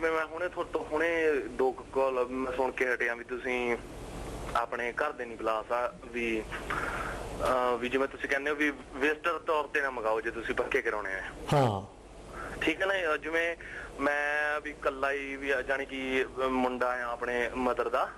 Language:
Punjabi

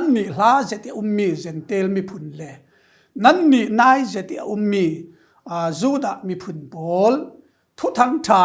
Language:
Falam Chin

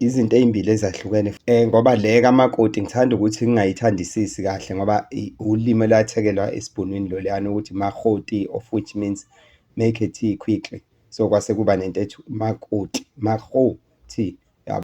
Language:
Zulu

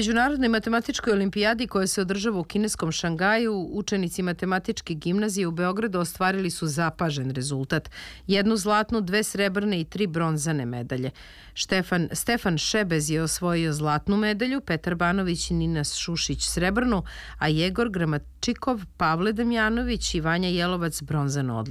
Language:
Serbian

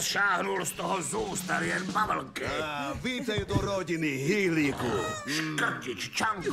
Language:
Czech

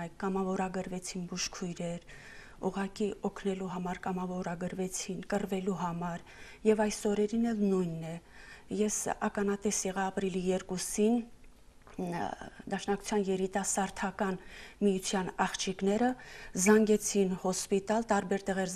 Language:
Armenian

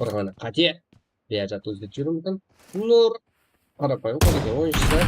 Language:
Kara-Kalpak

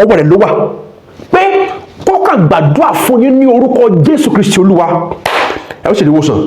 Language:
Yoruba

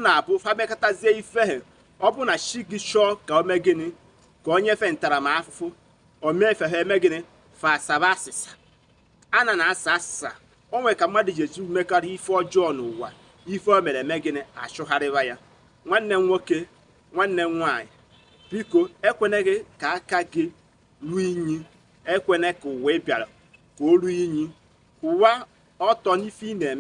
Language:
Igbo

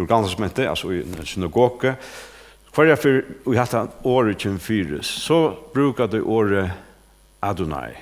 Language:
Faroese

